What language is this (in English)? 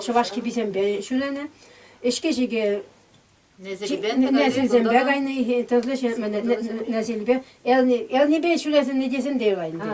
Chuvash